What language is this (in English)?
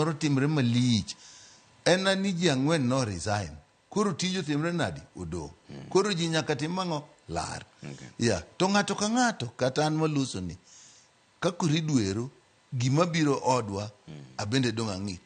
Luo (Kenya and Tanzania)